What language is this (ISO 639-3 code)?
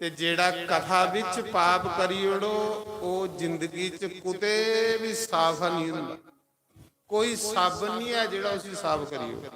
doi